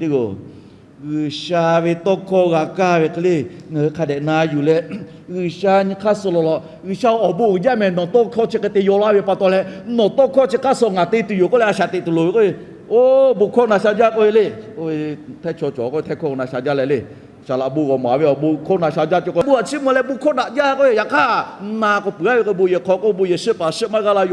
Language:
Lahu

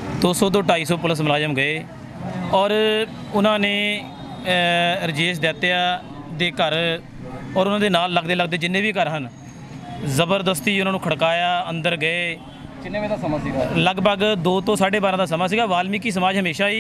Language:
Punjabi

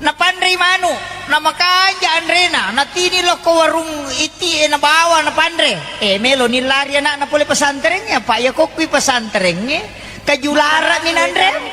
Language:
Buginese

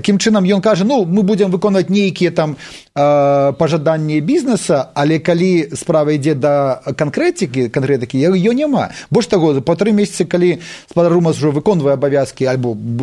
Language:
Belarusian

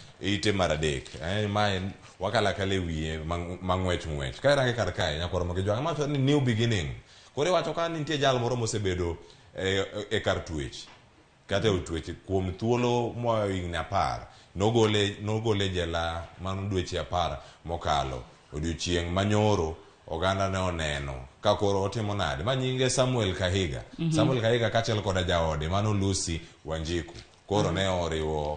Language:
Luo (Kenya and Tanzania)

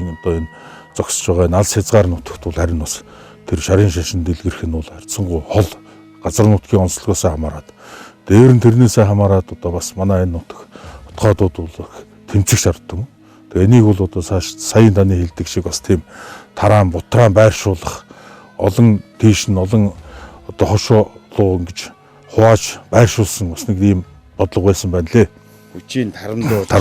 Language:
Mongolian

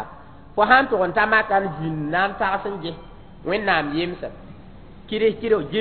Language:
Mossi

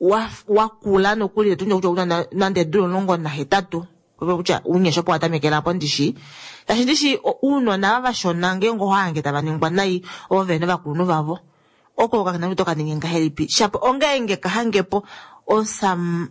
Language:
Kuanyama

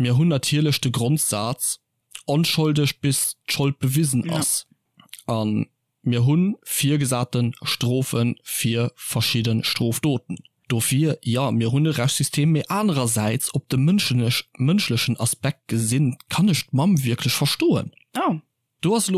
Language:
Luxembourgish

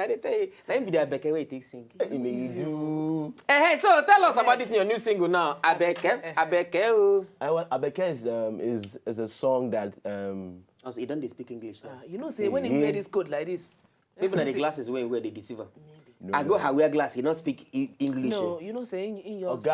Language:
Nigerian Pidgin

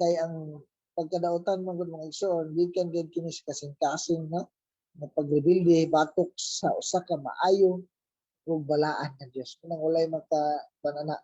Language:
Cebuano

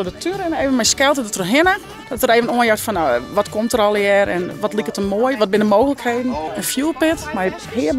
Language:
Western Frisian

